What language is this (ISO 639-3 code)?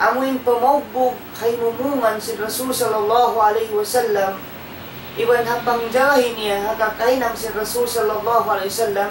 tsg